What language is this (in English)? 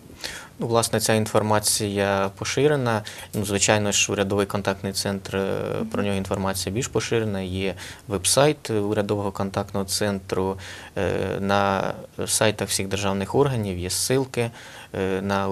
Ukrainian